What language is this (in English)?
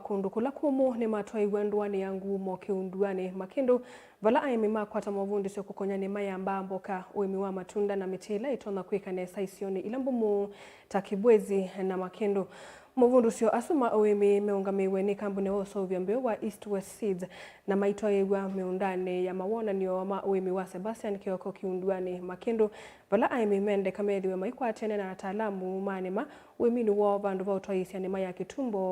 Kamba